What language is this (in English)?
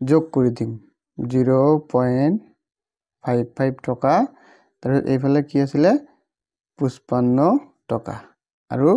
Assamese